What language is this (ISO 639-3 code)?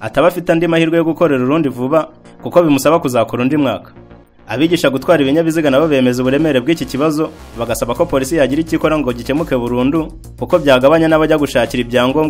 kin